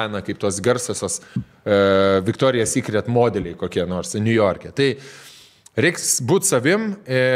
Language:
Lithuanian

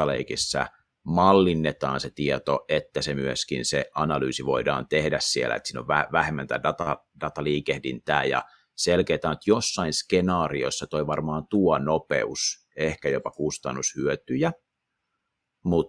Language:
Finnish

